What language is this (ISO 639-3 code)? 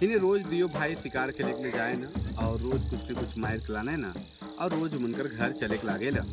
sck